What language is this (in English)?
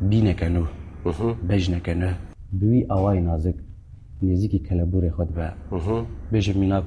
Kurdish